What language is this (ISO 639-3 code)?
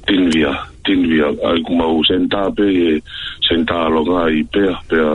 ton